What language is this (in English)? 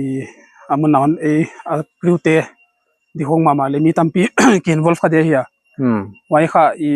Paite Chin